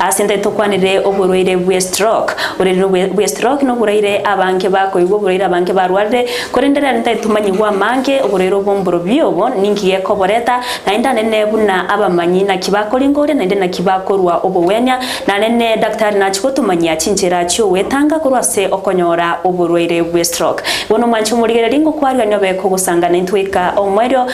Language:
Gusii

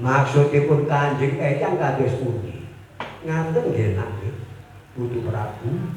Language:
Javanese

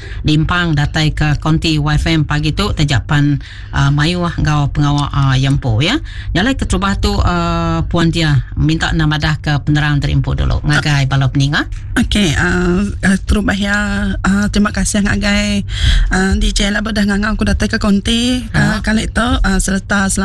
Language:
Iban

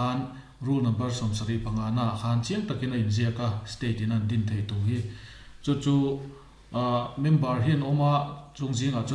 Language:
Mizo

